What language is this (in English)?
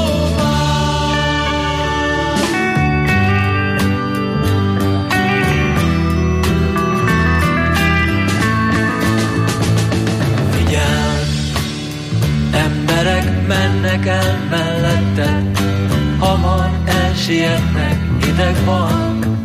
Hungarian